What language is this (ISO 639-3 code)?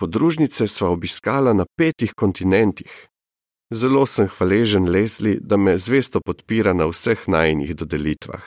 slv